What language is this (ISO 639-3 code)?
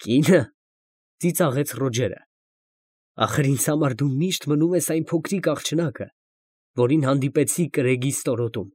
hye